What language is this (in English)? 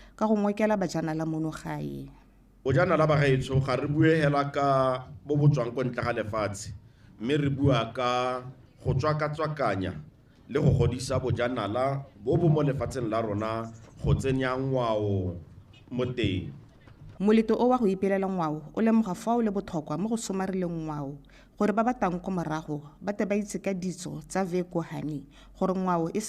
Tswana